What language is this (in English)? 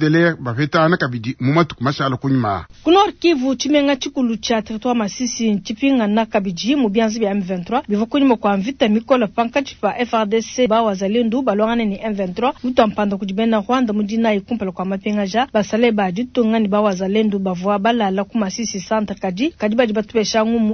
Luba-Lulua